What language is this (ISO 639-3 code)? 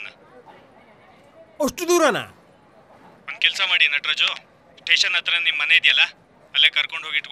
kan